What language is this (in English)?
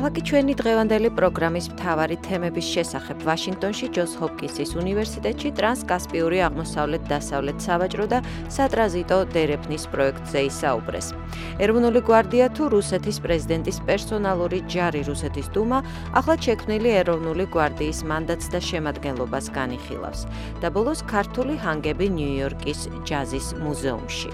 Georgian